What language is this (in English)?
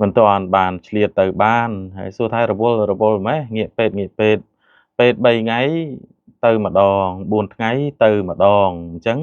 Khmer